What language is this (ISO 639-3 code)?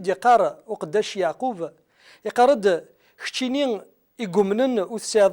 kab